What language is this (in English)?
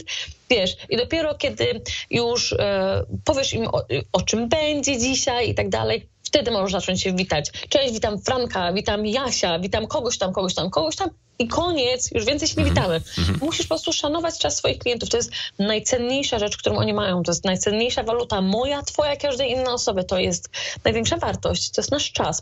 Polish